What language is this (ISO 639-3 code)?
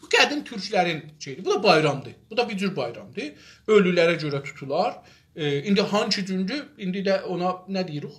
azb